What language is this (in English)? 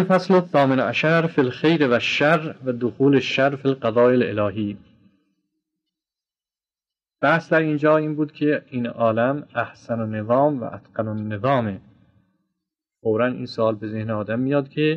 Persian